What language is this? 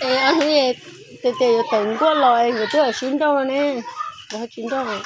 Hmong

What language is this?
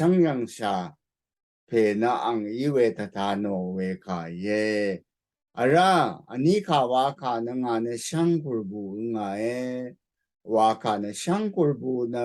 Rawang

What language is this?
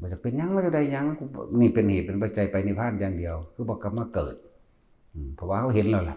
Northeastern Thai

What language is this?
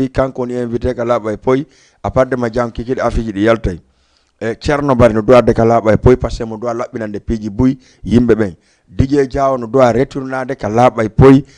Fula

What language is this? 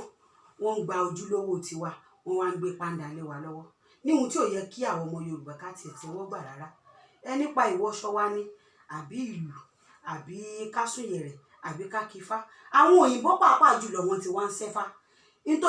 Yoruba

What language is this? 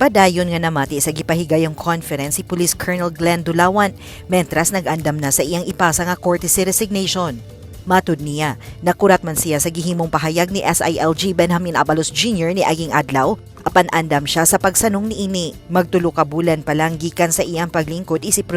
Cebuano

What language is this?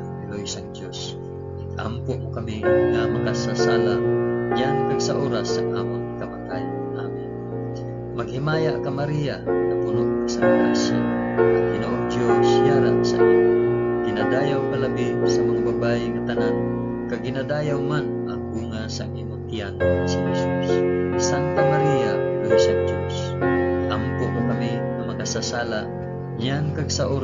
Hiligaynon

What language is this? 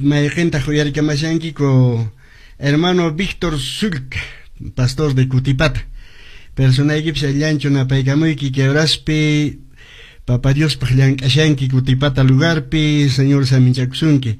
Quechua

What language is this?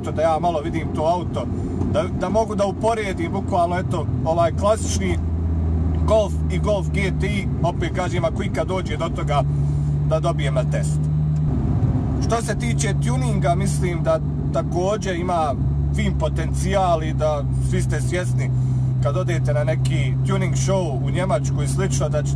Bosnian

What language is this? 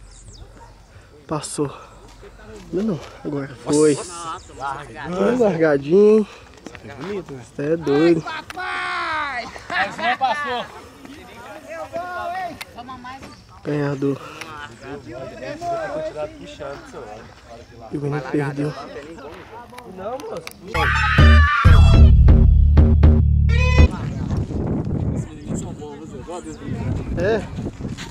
Portuguese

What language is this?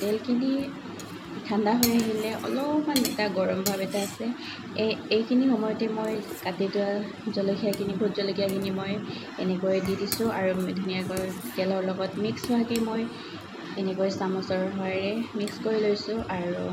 Assamese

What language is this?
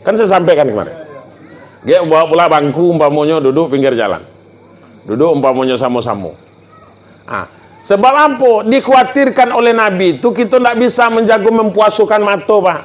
Minangkabau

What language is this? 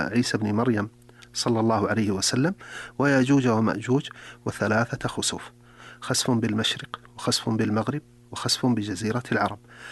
Arabic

